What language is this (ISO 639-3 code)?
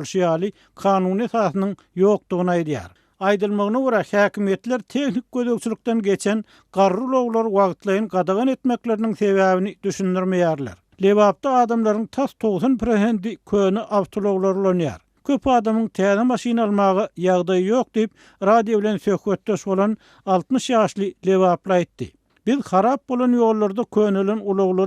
tuk